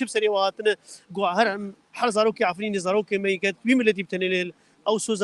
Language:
Kurdish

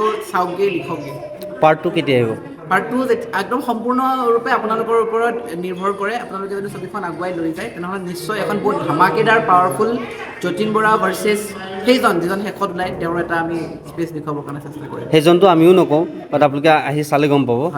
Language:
Assamese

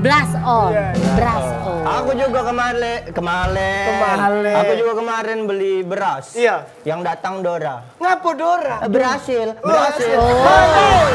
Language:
Musi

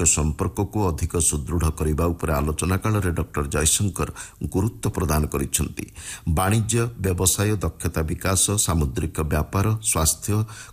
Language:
Odia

